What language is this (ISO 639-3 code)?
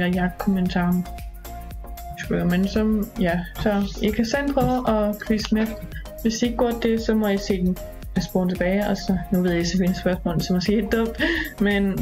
dan